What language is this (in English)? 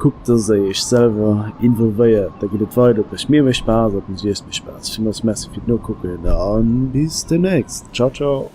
Luxembourgish